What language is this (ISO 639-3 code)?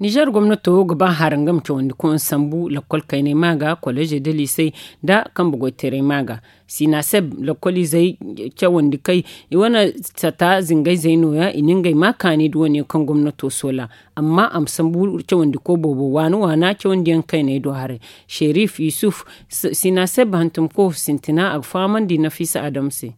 dje